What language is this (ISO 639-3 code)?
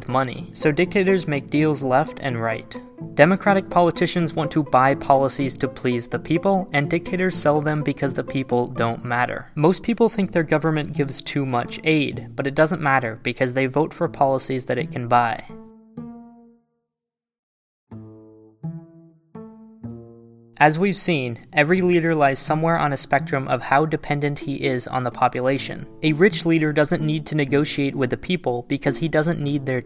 eng